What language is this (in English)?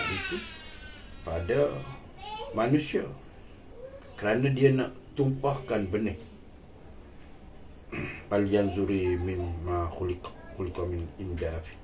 Malay